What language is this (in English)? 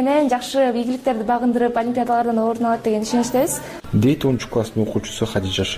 Kyrgyz